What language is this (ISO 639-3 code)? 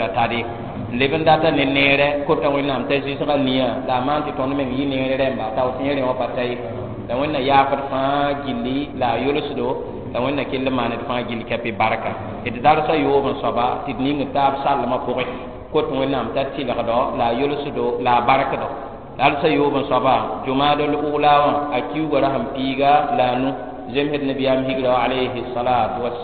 mos